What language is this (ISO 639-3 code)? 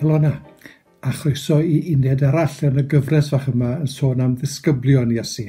cym